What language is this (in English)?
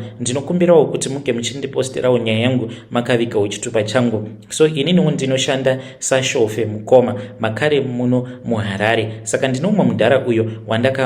Shona